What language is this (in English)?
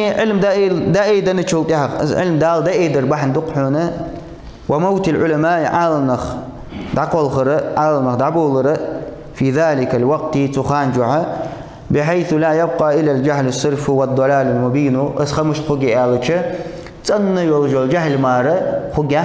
Ingush